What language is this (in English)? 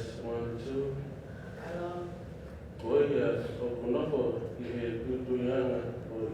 Tongan